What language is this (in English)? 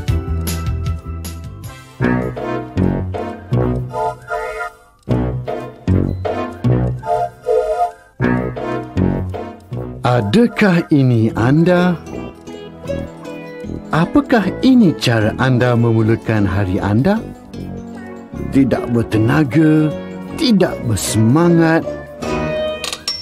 Malay